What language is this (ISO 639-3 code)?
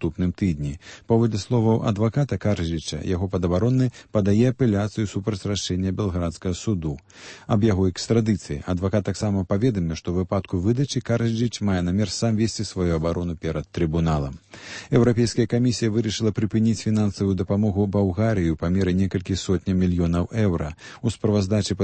bel